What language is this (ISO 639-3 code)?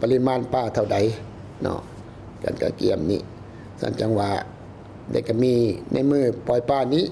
lao